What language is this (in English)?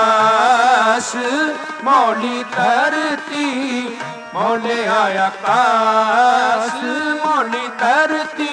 Punjabi